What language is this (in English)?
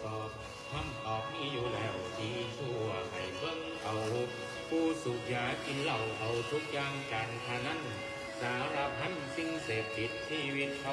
Northeastern Thai